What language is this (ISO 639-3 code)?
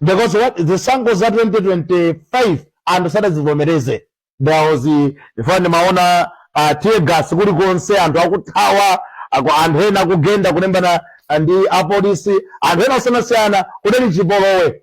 nya